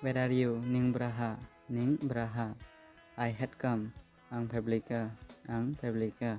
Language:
Dimasa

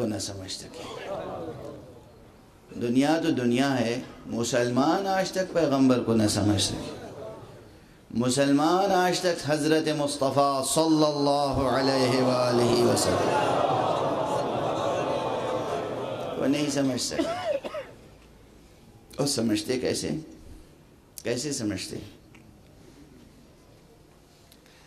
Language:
Urdu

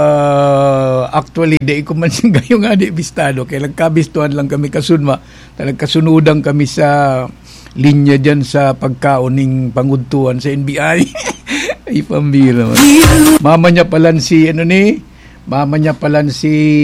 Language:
Bikol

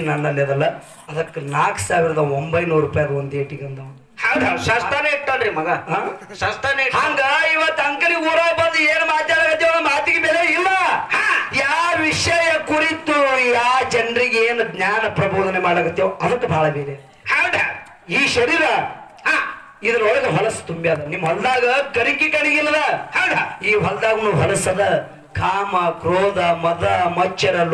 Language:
Kannada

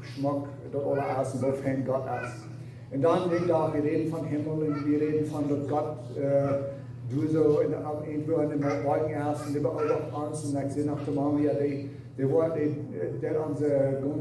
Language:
Plautdietsch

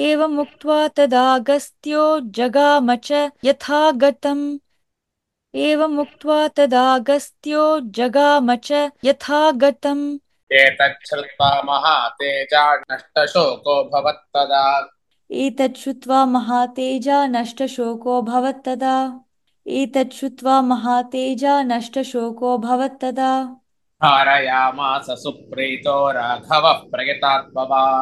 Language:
Sanskrit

